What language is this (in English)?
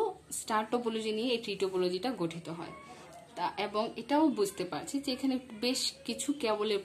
Bangla